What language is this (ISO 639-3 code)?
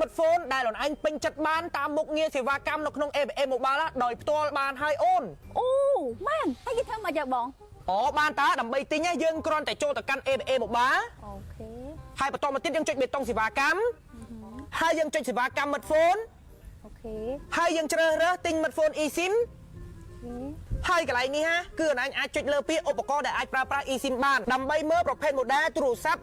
khm